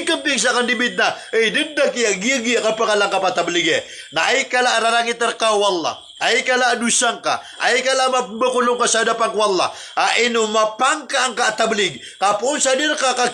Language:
Maranao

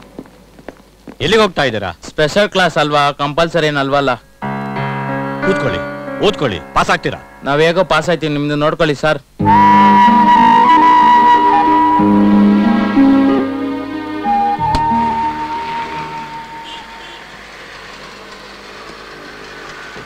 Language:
Kannada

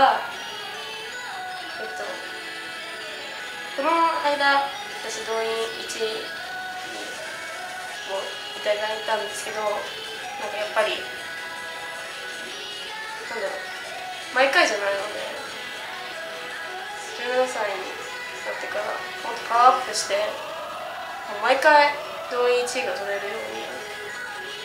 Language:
Japanese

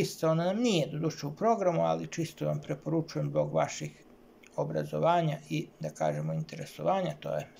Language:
Serbian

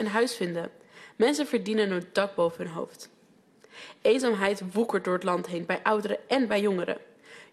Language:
Dutch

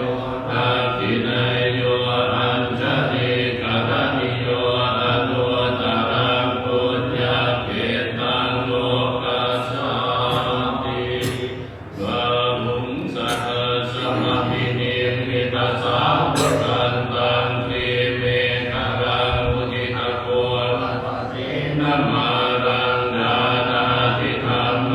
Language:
Pali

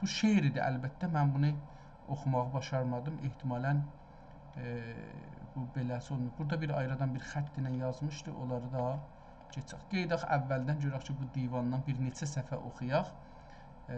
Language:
South Azerbaijani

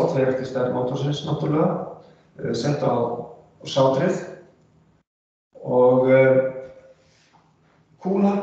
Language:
Icelandic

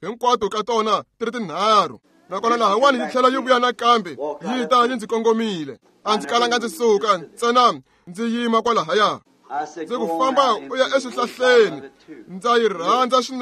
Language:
Tsonga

